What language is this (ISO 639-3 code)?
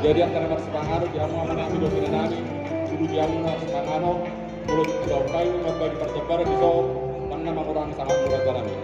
bbc